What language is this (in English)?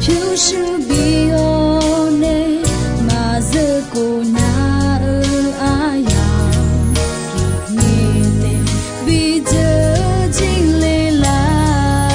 Akha